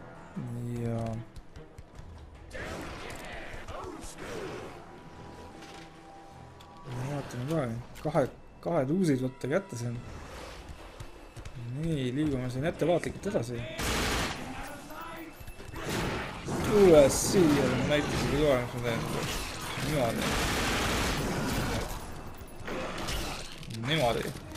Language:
Estonian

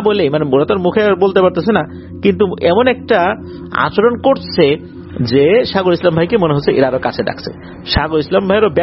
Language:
Bangla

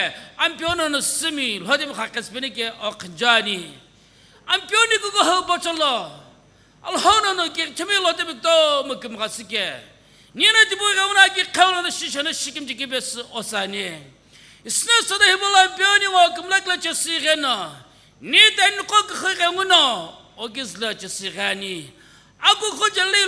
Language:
Sumi Naga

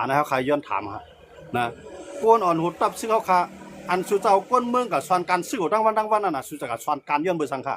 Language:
Shan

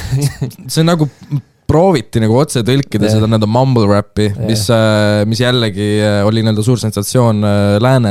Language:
Estonian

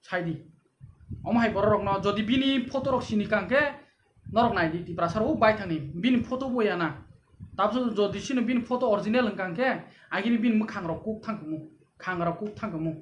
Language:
Kok Borok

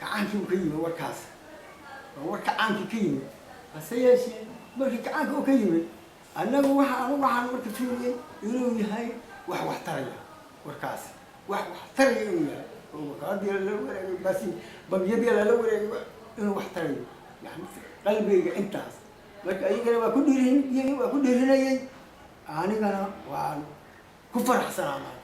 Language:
Somali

